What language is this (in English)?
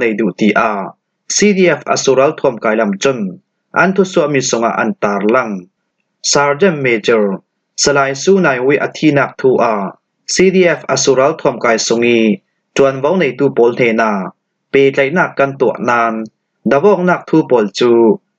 Falam Chin